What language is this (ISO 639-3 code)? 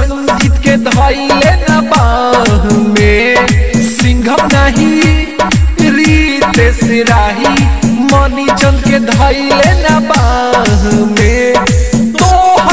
bho